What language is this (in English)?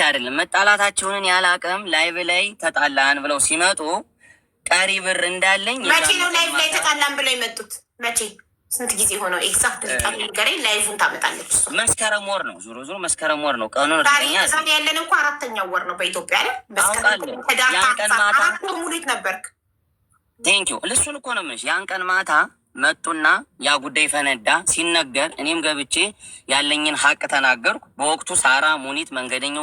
Amharic